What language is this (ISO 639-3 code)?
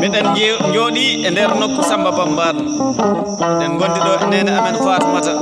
ful